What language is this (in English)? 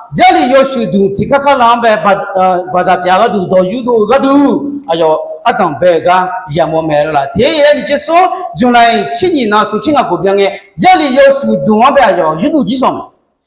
Akha